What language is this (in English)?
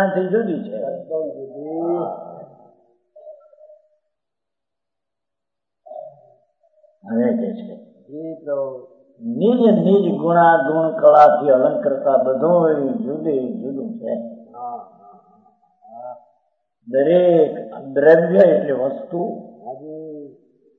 Gujarati